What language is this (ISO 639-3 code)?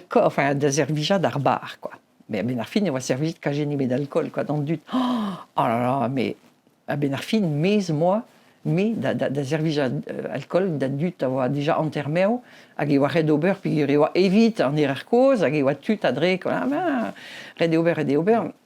bre